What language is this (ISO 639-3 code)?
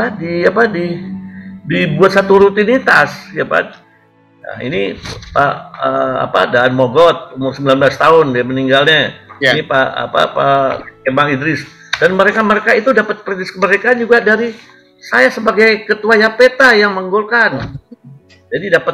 ind